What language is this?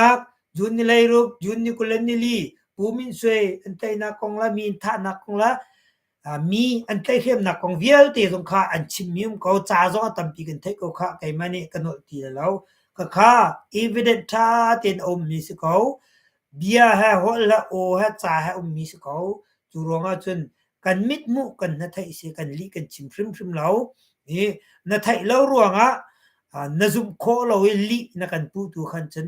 Hakha Chin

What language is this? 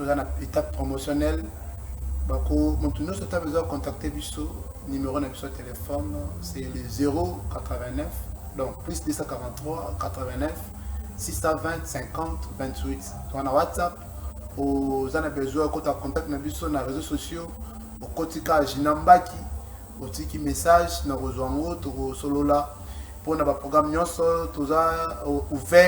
Lingala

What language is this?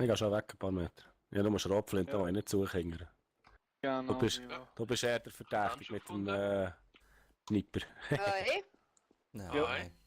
Swiss German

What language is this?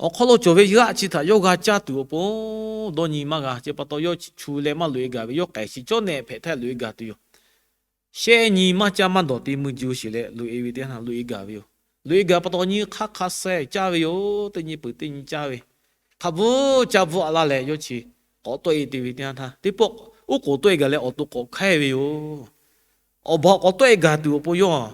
Lahu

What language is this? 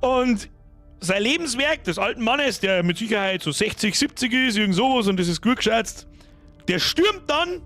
Bavarian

